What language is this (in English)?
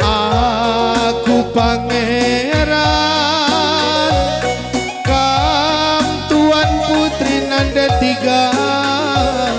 Batak Karo